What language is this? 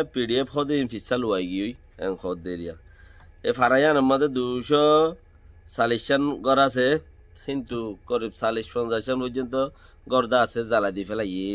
Rohingya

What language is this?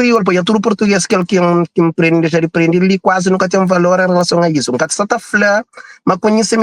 Kabuverdianu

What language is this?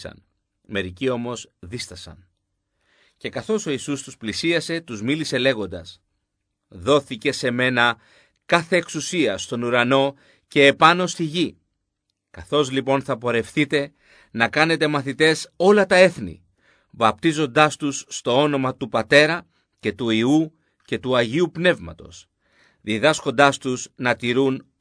Greek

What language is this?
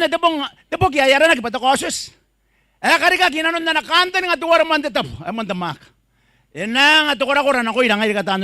Gilbertese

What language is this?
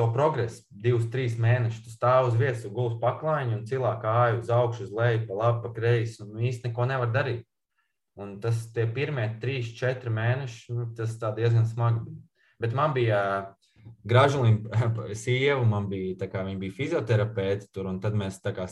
Latvian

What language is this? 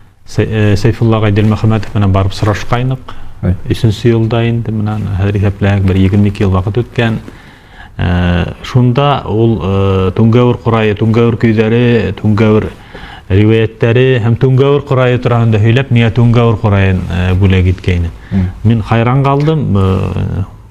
Bashkir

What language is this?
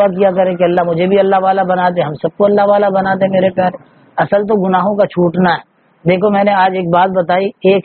Urdu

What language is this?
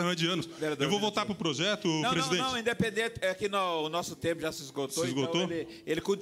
Portuguese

